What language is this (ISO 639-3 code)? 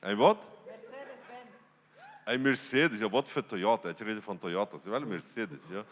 pdt